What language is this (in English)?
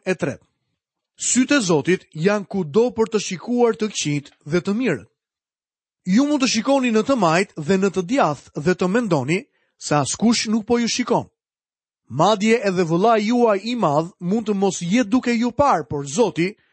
Albanian